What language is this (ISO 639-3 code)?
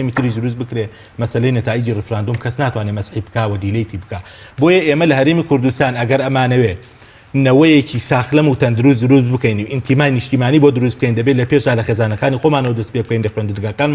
ckb